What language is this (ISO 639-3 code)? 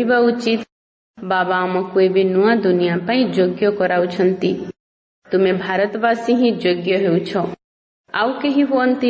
ori